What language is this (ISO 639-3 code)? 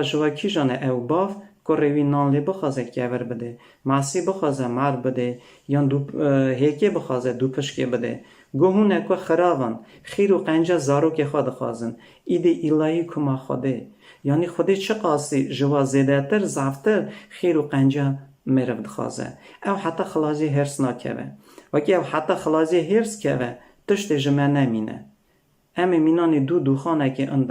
kur